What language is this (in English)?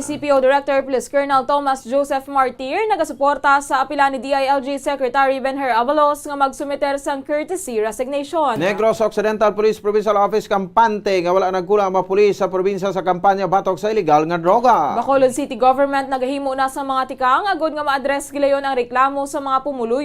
Hiligaynon